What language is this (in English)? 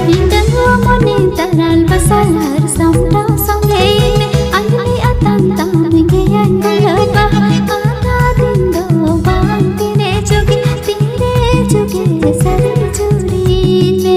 Santali